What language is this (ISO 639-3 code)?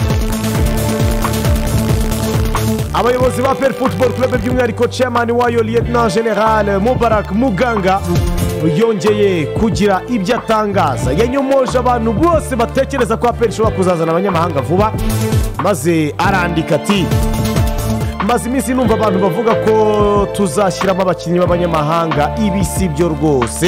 kin